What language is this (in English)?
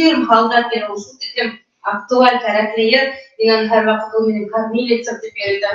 Bashkir